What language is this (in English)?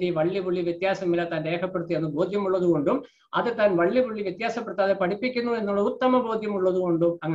Malayalam